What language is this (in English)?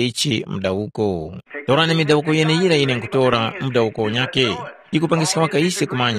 Tumbuka